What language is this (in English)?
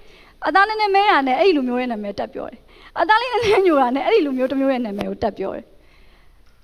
Burmese